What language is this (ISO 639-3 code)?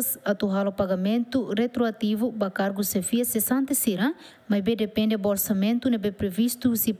tet